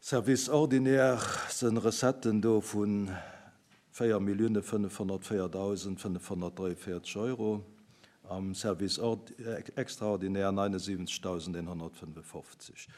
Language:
Luxembourgish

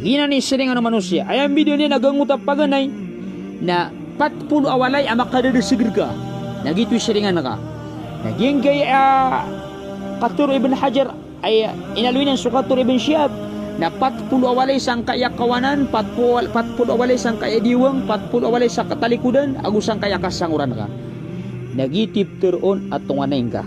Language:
Maranao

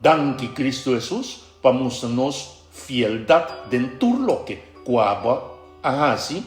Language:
Papiamento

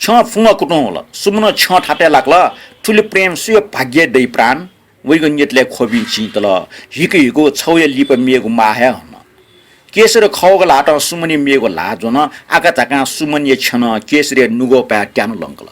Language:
Newari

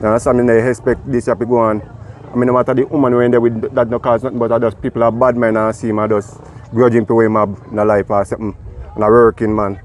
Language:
Jamaican Creole English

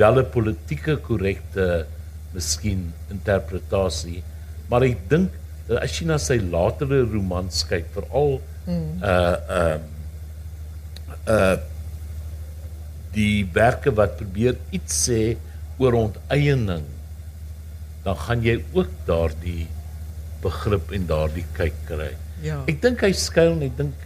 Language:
Afrikaans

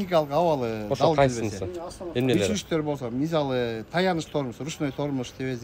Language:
Kyrgyz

